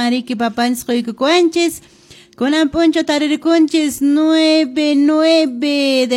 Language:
Quechua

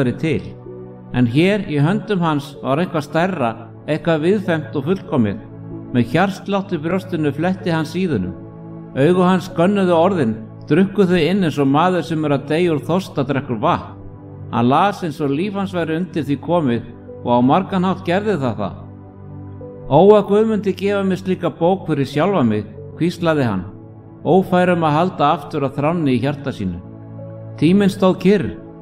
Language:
Icelandic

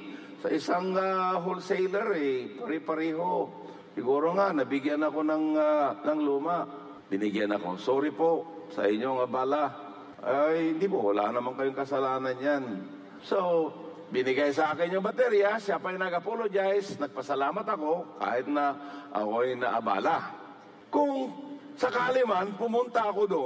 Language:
Filipino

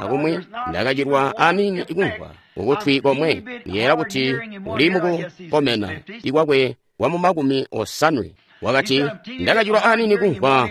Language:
Tonga (Zambia)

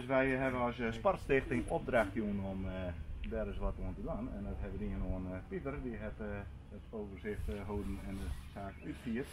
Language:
Western Frisian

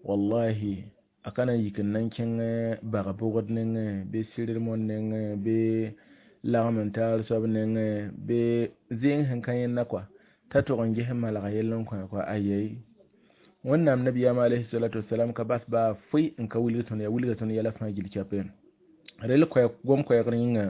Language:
Mossi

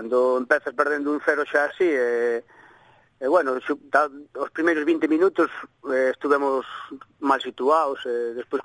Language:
Galician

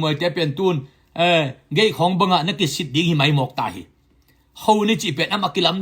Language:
Tedim Chin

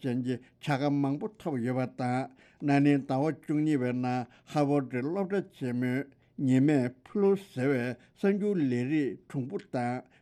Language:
Tibetan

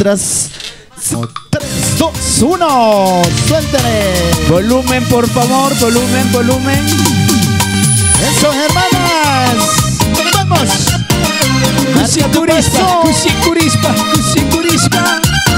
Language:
Spanish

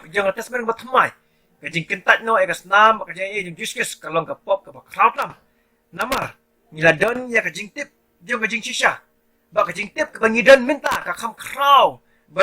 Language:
Khasi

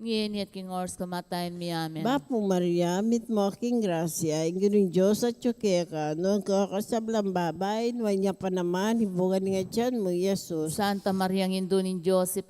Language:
Pampanga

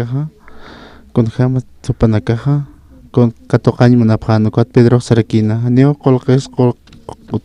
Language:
Aymara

